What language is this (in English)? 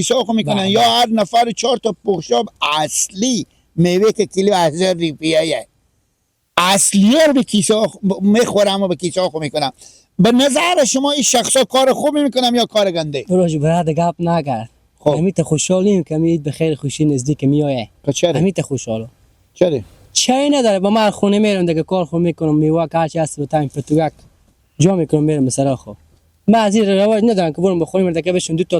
Persian